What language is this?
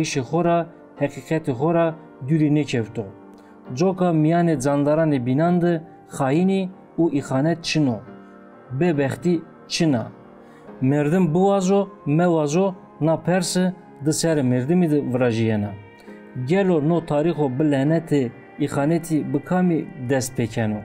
Zaza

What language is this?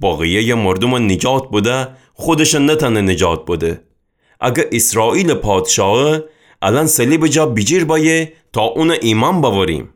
Gilaki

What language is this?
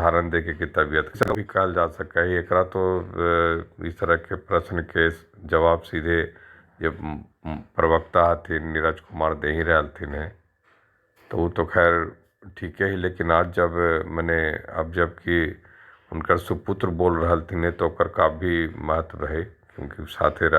Magahi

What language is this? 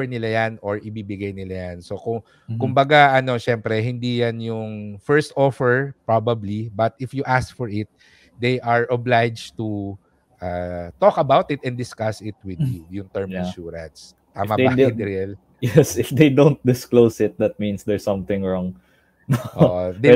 Filipino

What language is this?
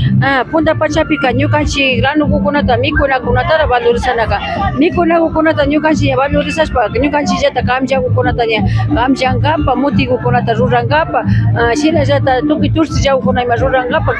Imbabura Highland Quichua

